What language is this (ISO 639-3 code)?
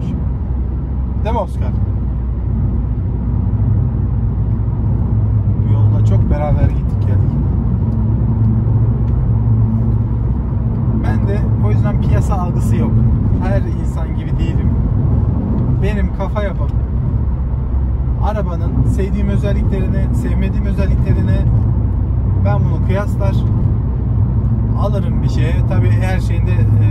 tur